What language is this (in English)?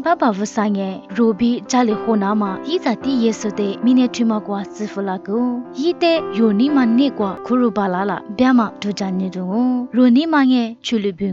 Lisu